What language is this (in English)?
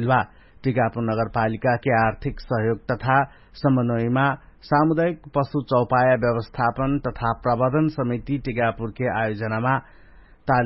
Dangaura Tharu